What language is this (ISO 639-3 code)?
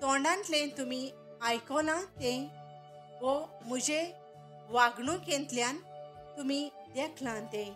kok